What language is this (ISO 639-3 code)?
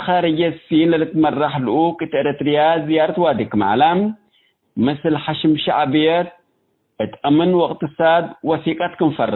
tig